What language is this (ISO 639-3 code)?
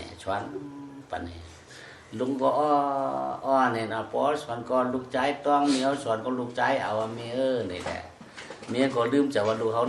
shn